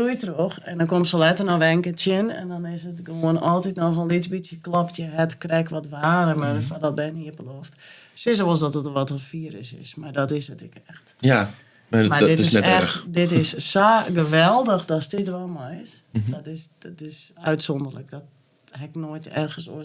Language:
Western Frisian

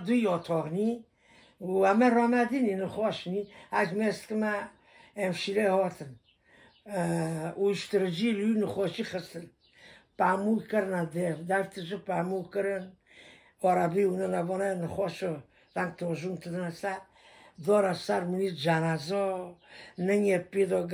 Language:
Kurdish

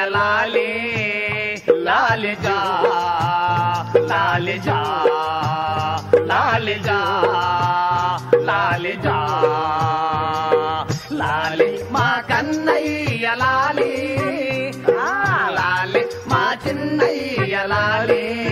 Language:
Telugu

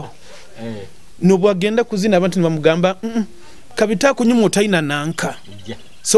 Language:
Nyoro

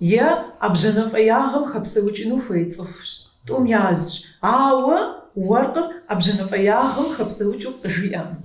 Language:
Kabardian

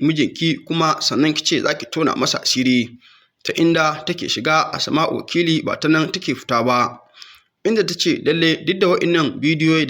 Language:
Hausa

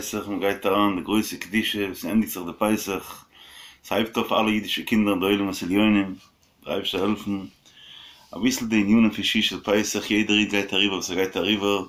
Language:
Yiddish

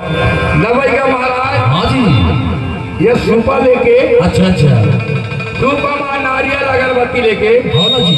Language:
Chhattisgarhi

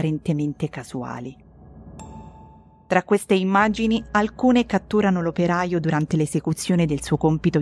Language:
Italian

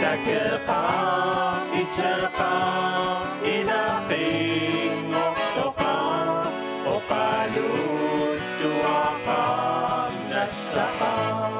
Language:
Kalaallisut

